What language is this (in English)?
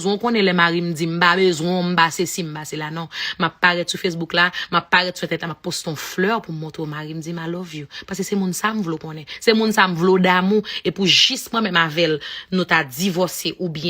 Haitian Creole